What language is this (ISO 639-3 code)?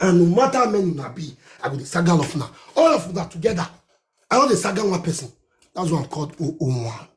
pcm